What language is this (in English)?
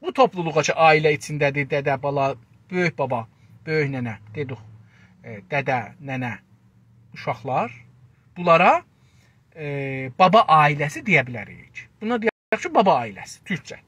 South Azerbaijani